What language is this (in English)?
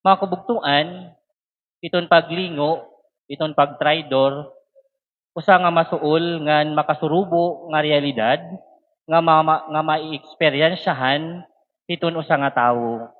Waray